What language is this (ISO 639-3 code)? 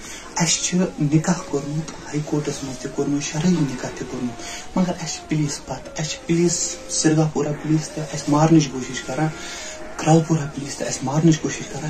kas